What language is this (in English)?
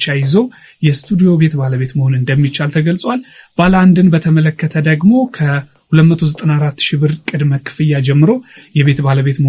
Amharic